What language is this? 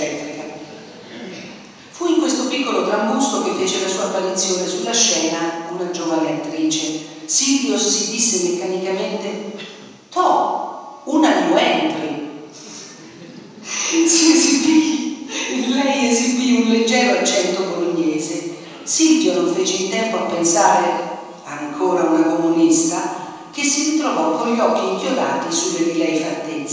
Italian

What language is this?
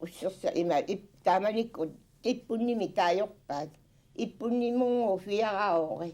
Kalaallisut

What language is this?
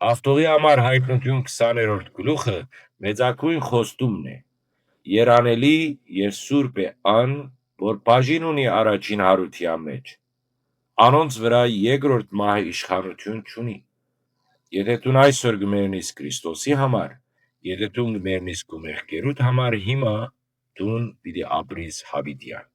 Western Armenian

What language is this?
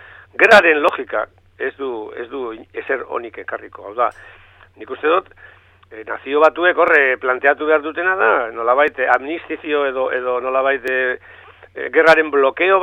Basque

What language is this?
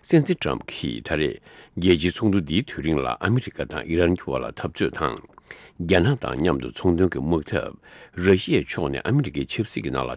Tibetan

